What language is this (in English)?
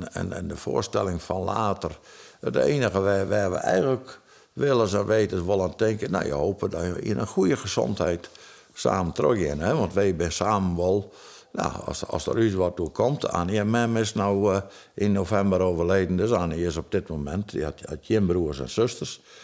Western Frisian